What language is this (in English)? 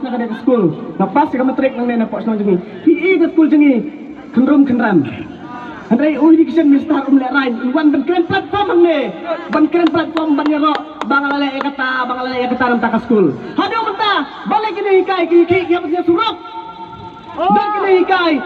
Khasi